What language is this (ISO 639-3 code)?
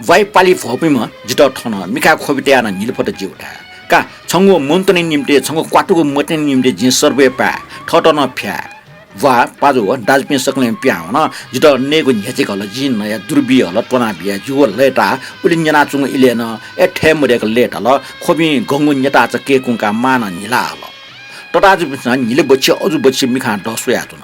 new